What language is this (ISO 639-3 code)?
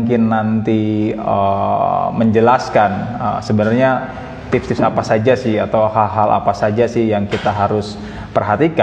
ind